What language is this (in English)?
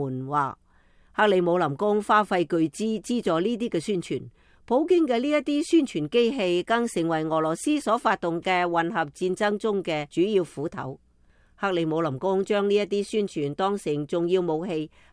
Cantonese